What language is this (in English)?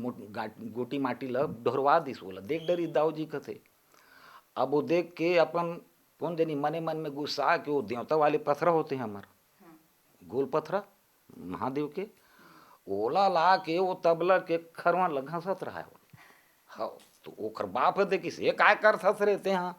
Chhattisgarhi